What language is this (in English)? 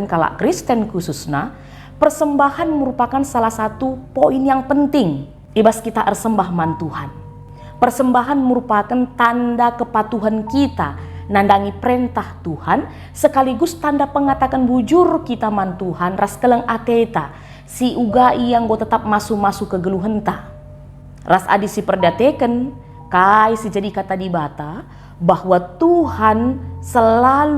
Batak Karo